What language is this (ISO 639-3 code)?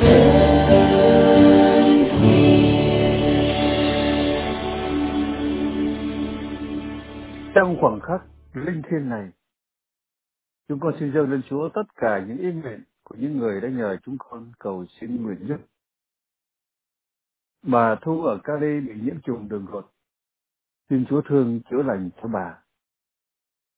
vie